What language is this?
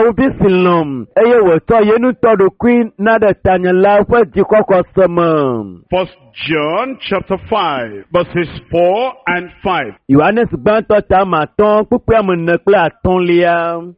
Ewe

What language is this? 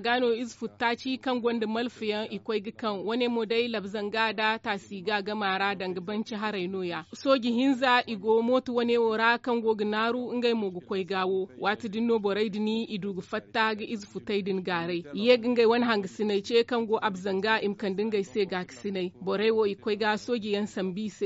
Zarma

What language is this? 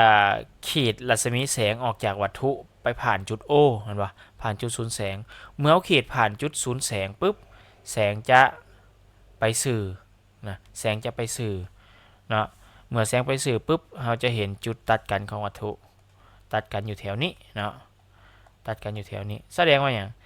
Lao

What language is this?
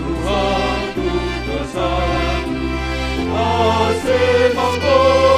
Batak Simalungun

